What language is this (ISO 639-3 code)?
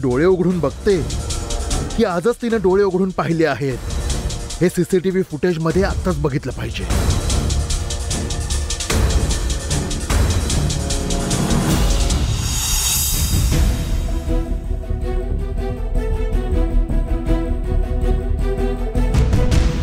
mar